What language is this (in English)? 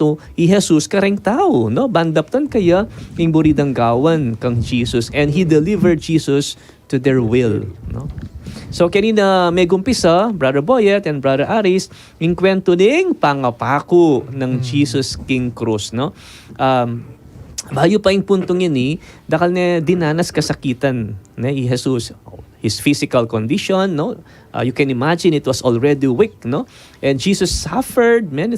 Pampanga